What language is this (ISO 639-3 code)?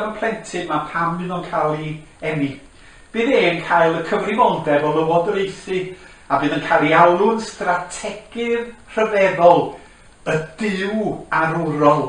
cym